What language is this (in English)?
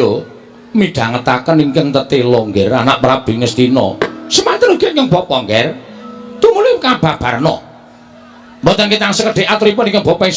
Javanese